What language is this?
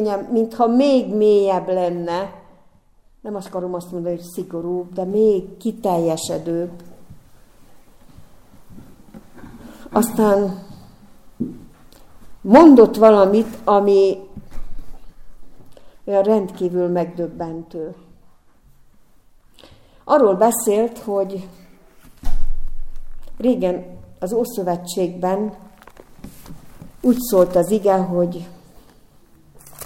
Hungarian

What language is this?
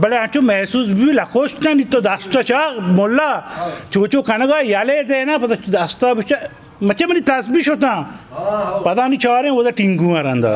Baluchi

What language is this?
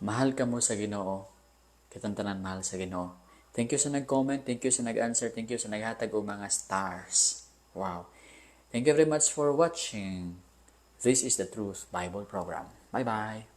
Cebuano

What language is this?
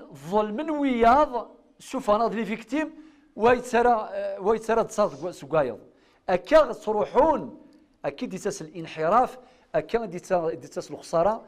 Kabyle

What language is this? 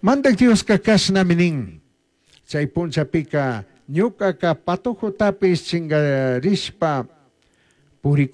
Chimborazo Highland Quichua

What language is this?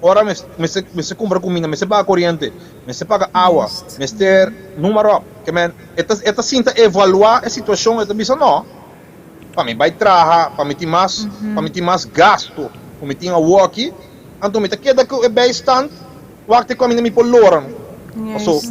Papiamento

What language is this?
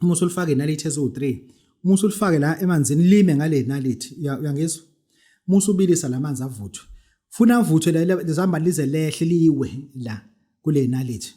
Zulu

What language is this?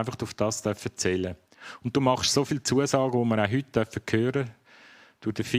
Swiss German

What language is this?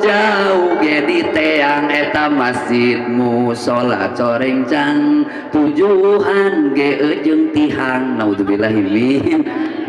Sundanese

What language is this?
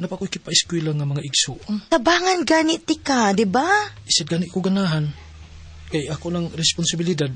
Cebuano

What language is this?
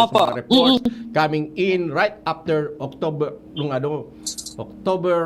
Bikol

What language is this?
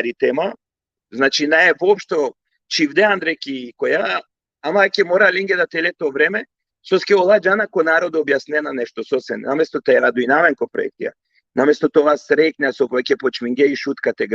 Balkan Romani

